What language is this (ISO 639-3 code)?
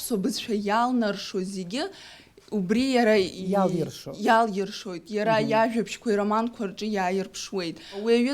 abk